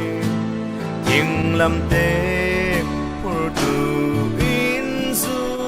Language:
Falam Chin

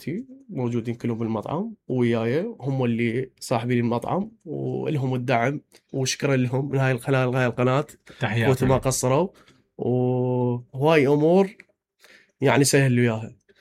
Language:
Mesopotamian Arabic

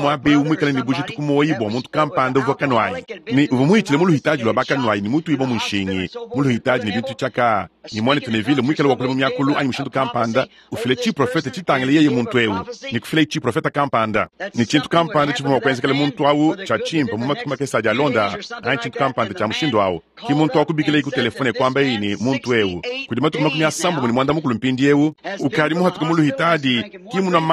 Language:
Luba-Lulua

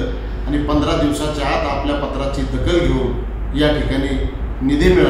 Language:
Marathi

